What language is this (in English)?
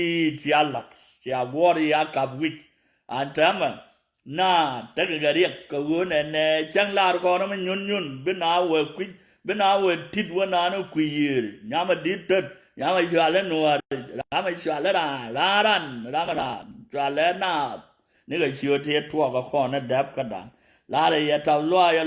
Nuer